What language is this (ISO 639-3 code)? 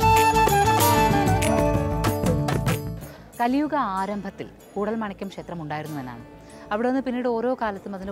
mal